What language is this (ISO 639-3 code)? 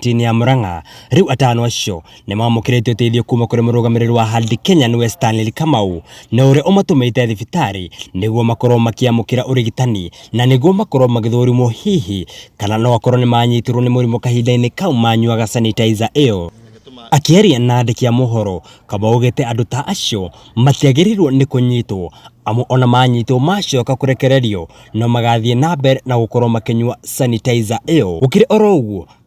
kik